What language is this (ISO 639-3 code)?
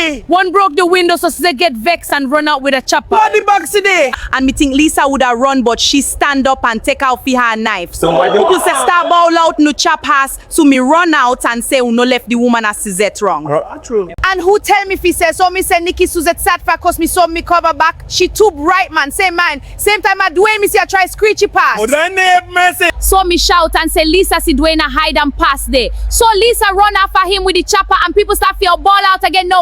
jam